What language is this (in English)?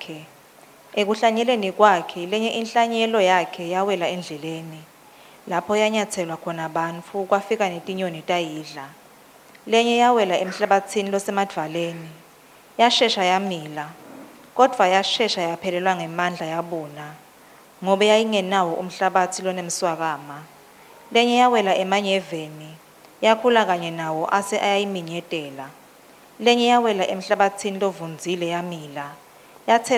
Swati